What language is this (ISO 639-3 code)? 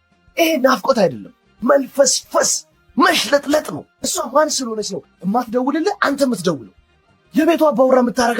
amh